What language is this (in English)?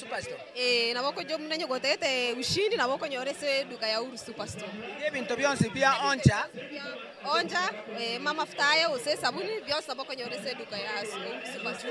Gusii